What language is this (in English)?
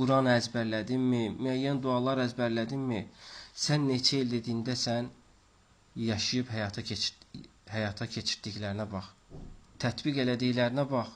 Azerbaijani